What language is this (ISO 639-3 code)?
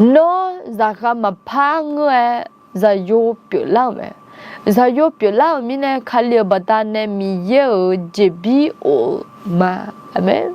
ahk